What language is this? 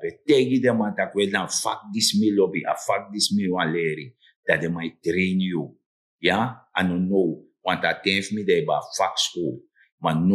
Sranan Tongo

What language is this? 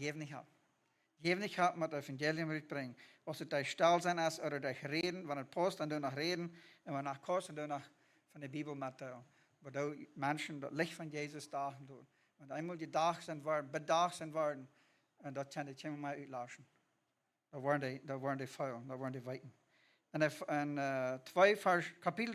Plautdietsch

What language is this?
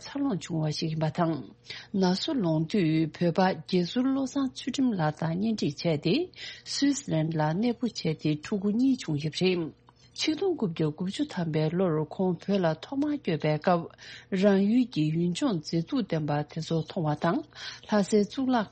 Tibetan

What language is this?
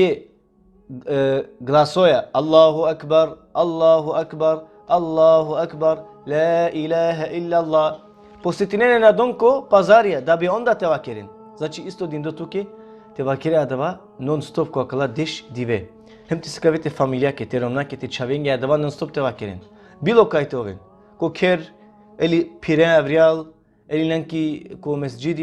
Balkan Romani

